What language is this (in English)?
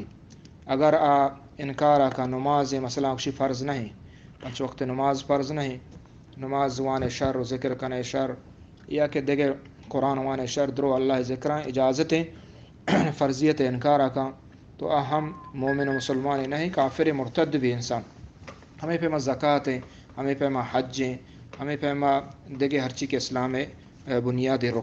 Eastern Balochi